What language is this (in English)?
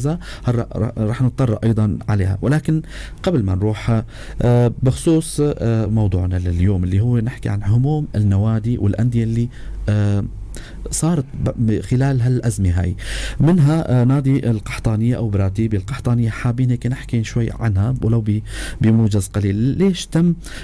North Levantine Arabic